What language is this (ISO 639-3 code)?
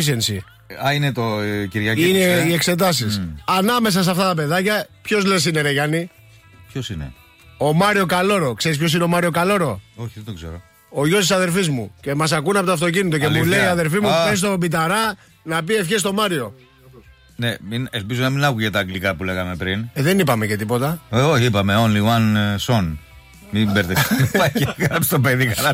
ell